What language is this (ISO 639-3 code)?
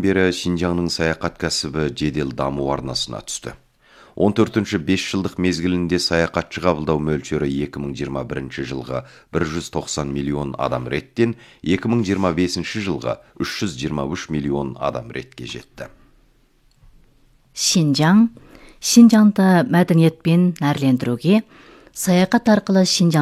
kaz